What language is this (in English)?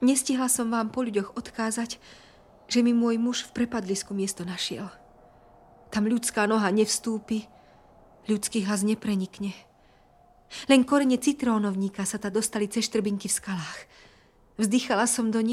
Slovak